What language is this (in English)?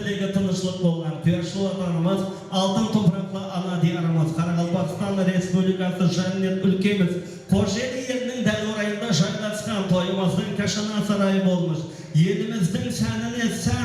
Kara-Kalpak